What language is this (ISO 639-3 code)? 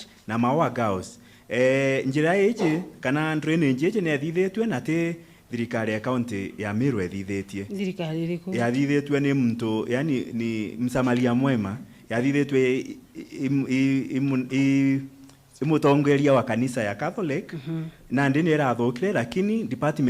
mer